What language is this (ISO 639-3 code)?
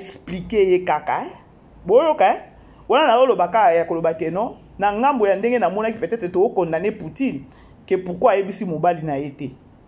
lin